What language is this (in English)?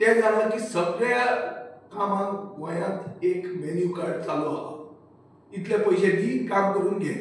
Konkani